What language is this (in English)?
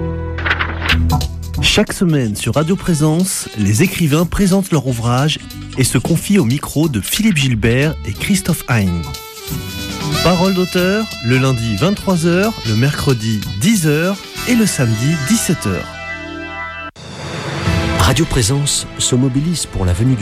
French